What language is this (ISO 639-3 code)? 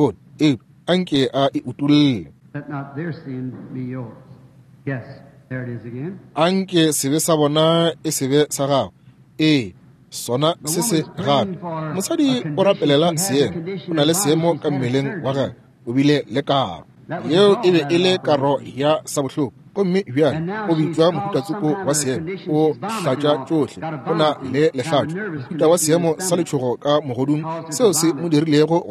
nso